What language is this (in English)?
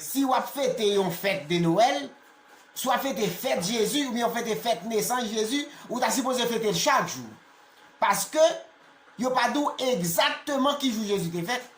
Haitian Creole